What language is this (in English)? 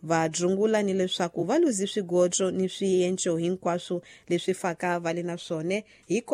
Tsonga